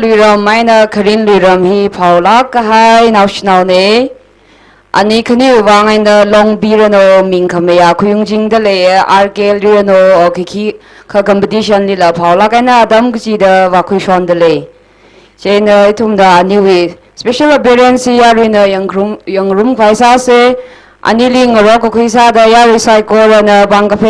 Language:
Tangkhul Naga (India)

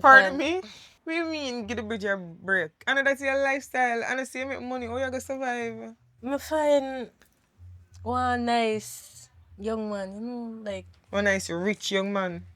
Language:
Jamaican Creole English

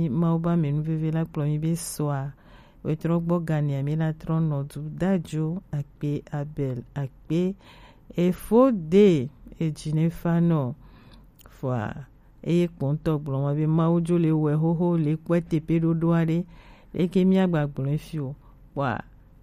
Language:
Gen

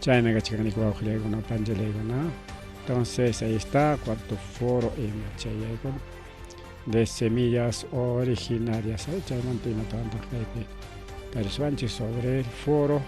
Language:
Ayacucho Quechua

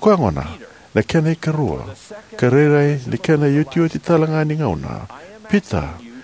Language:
Fijian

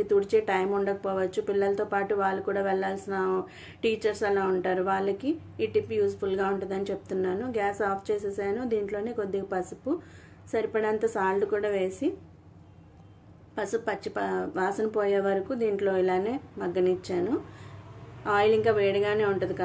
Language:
Telugu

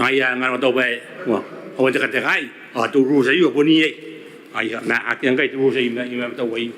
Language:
Gilbertese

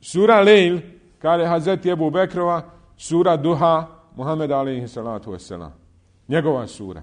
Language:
Bosnian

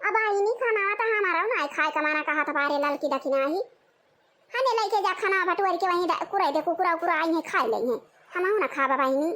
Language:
Awadhi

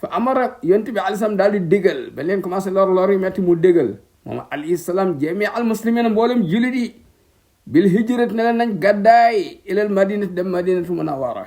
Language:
Wolof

